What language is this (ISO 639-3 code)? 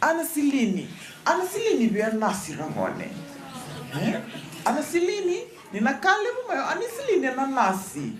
fij